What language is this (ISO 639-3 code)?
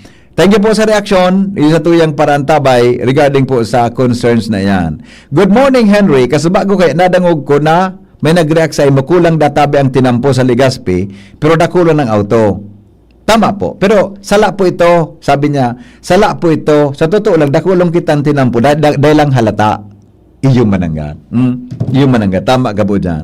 bik